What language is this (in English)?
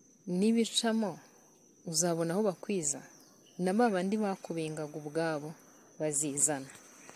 Kinyarwanda